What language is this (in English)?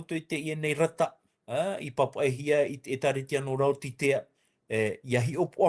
Tahitian